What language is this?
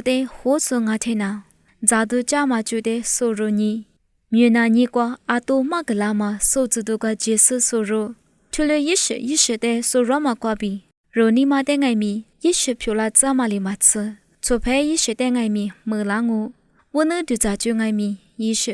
Lisu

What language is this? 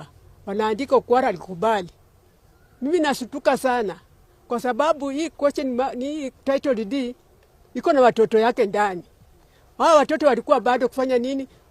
Gusii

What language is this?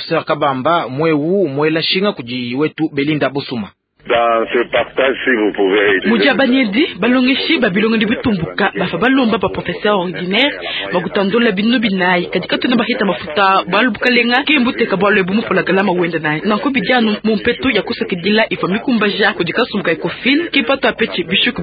Luba-Lulua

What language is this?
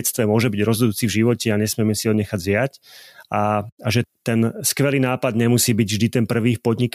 Slovak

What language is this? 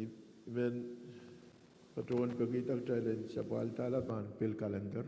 Pohnpeian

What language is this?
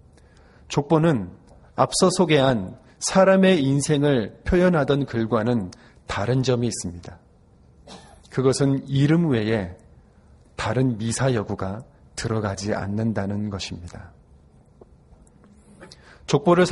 Korean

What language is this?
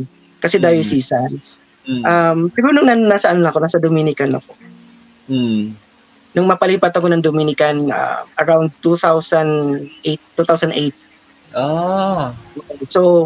Filipino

